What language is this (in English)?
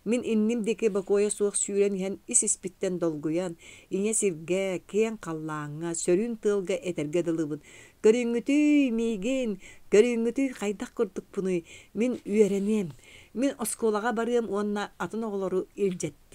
Yakut